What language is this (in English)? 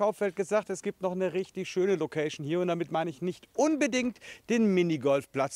German